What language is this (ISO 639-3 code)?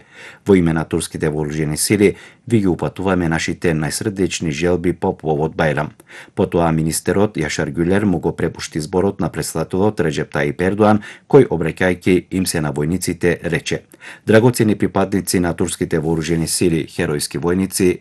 mkd